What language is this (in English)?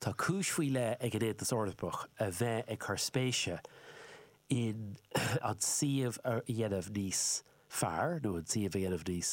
Irish